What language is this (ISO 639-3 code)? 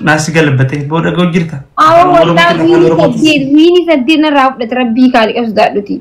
orm